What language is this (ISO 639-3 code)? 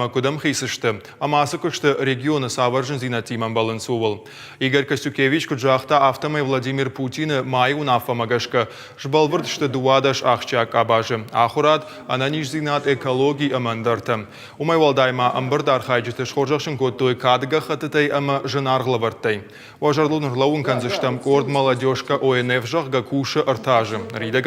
oss